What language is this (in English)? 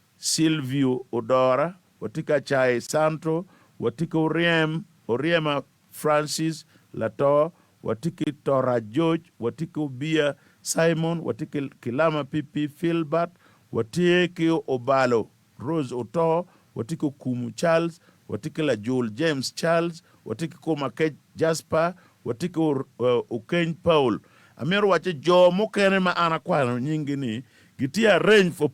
Acoli